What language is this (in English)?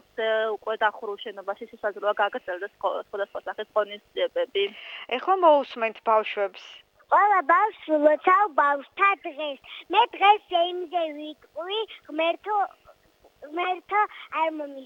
Georgian